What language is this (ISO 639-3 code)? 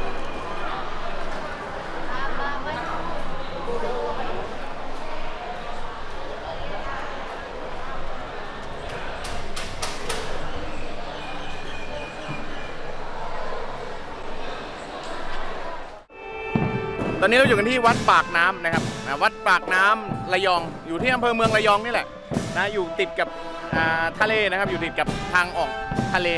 tha